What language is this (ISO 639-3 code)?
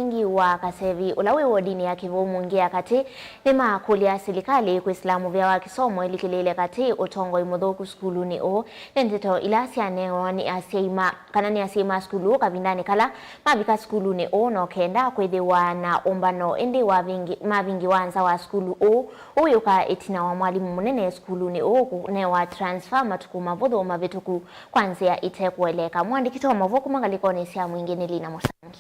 kam